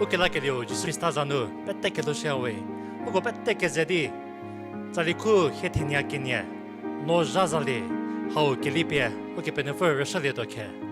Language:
Angami Naga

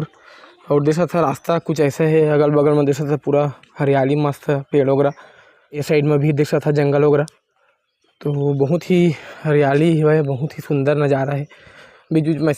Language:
Chhattisgarhi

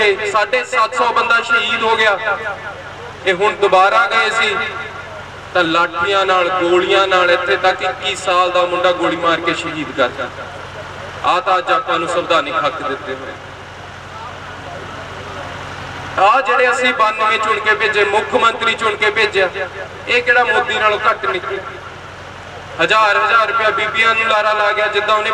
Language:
Punjabi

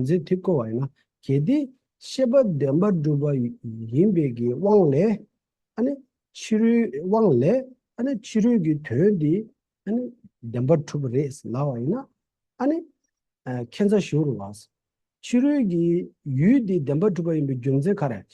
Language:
Tibetan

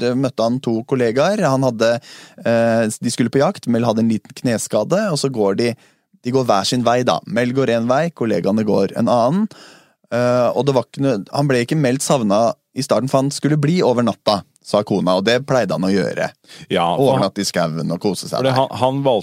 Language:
Norwegian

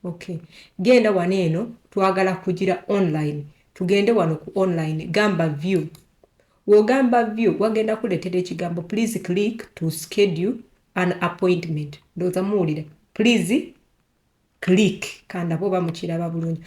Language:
Ganda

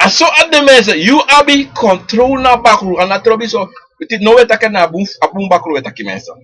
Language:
Sranan Tongo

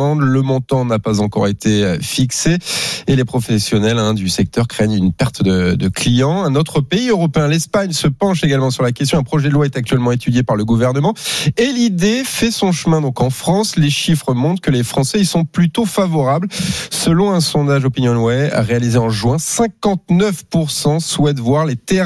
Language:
French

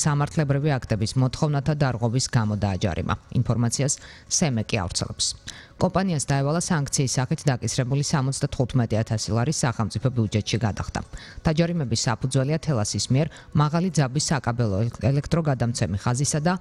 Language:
Georgian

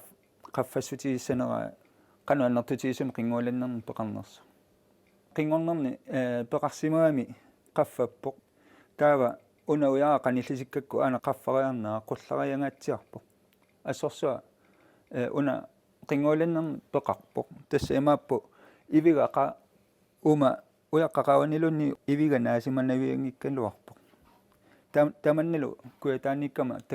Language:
Kalaallisut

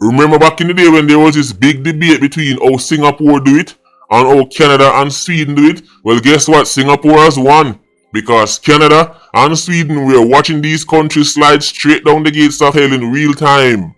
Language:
Jamaican Creole English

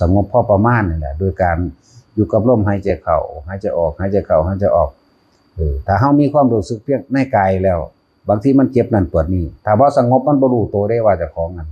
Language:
Northeastern Thai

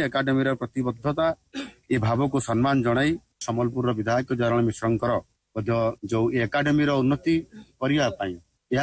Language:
Odia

